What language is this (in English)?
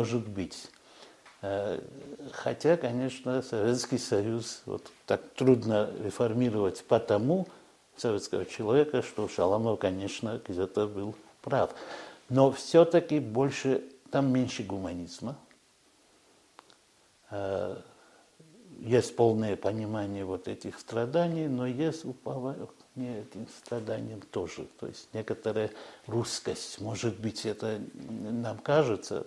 Russian